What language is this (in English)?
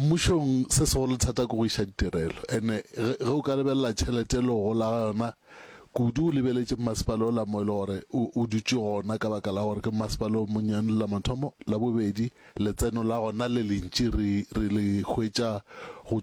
Northern Sotho